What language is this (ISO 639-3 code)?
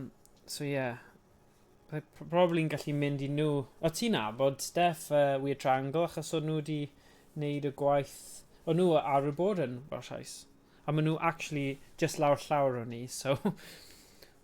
cym